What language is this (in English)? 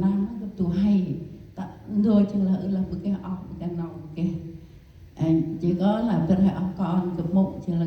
Central Mnong